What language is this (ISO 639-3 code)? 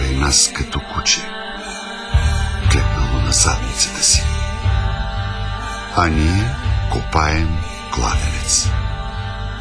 bul